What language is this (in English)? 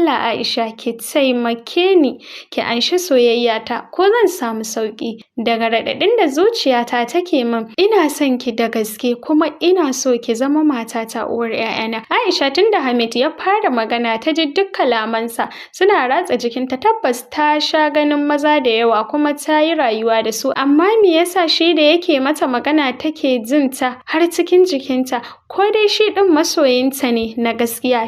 Hausa